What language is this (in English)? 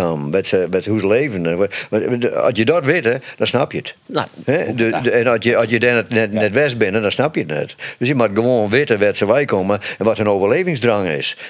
Western Frisian